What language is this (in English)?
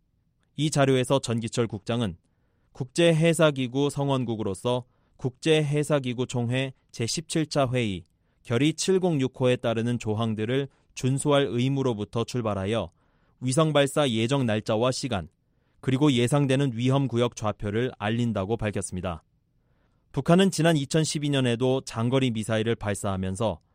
Korean